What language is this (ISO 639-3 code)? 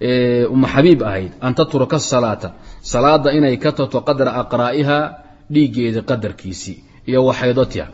som